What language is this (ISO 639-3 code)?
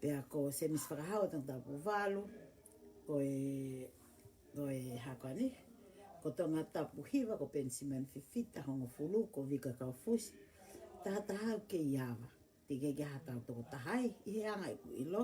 ton